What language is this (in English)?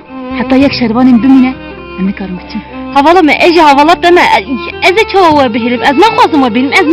Kurdish